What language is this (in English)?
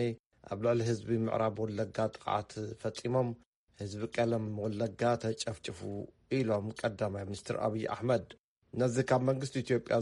Tigrinya